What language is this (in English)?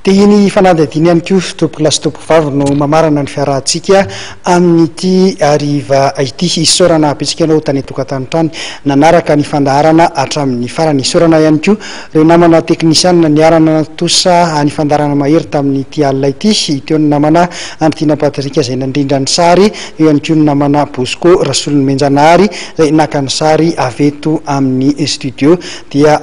Malagasy